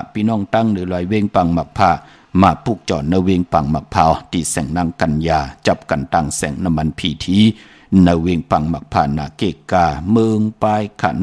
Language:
Shan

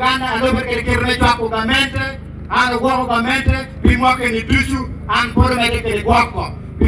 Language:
Acoli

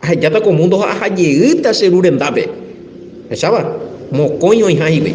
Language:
Guarani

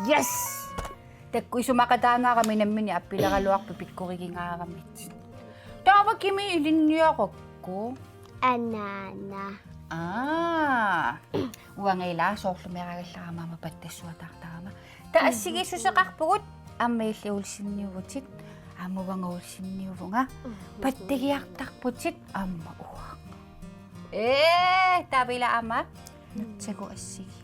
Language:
Kalaallisut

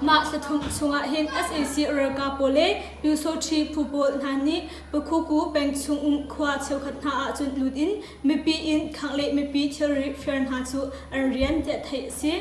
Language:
Hakha Chin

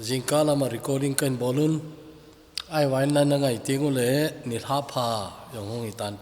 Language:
Thado Chin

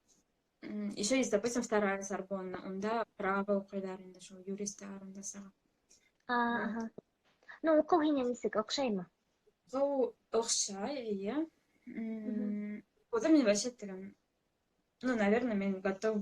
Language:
Bashkir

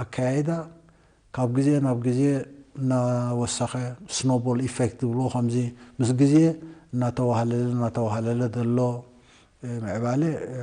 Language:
Tigrinya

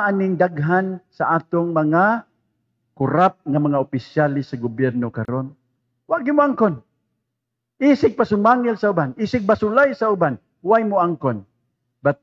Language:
Cebuano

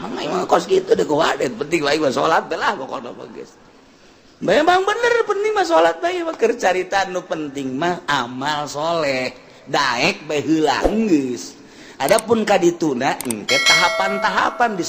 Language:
Sundanese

